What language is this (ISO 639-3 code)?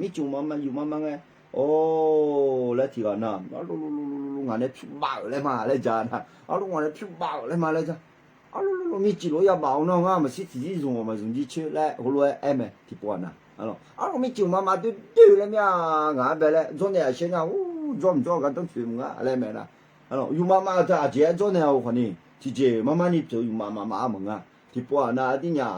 ahk